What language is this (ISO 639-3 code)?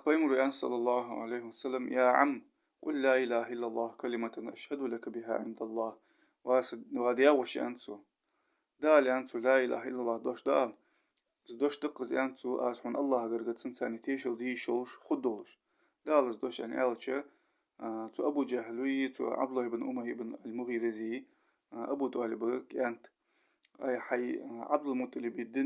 inh